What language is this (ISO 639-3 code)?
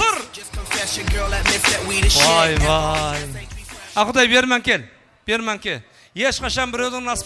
kaa